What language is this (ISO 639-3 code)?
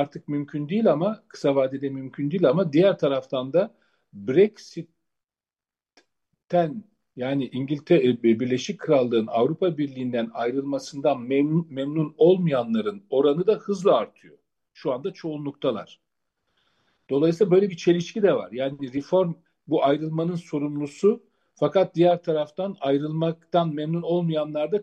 tur